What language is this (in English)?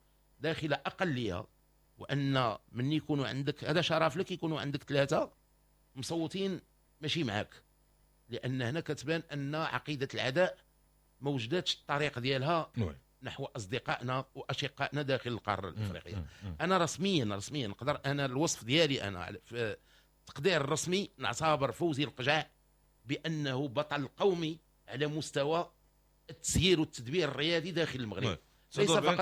Moroccan Arabic